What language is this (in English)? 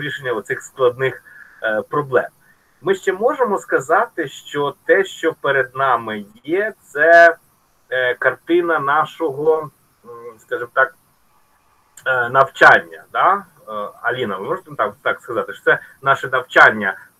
Ukrainian